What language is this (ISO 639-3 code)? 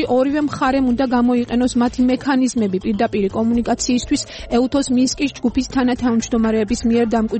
kat